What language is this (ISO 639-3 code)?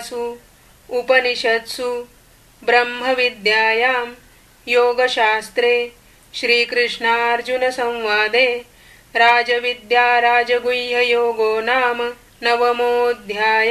san